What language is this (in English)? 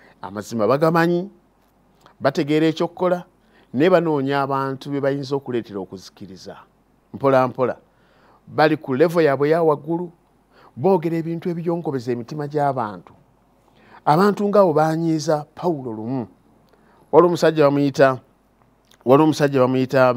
Ganda